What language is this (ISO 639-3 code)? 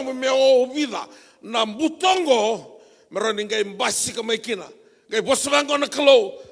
fij